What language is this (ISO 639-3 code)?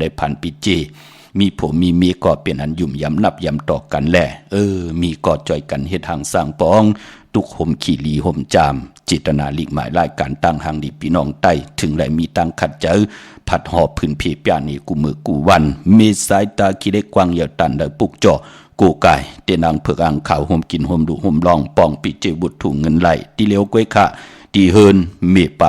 shn